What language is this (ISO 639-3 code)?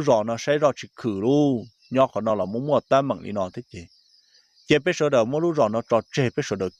hmn